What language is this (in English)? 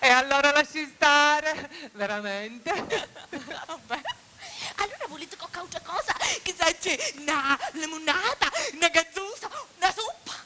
Sicilian